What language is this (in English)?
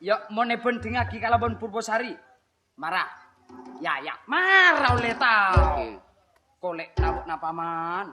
Madurese